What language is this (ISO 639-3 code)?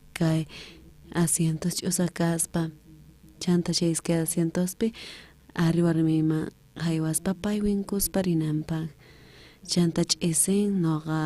quh